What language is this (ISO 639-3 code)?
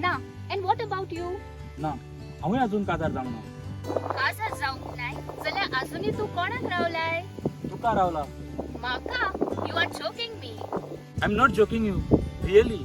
kok